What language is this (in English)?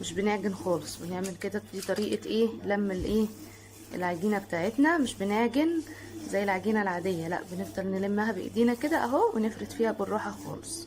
Egyptian Arabic